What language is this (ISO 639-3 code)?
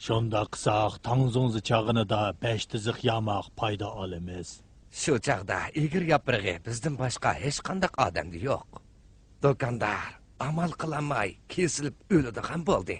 uig